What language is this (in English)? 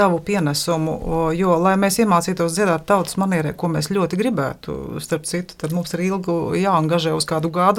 Latvian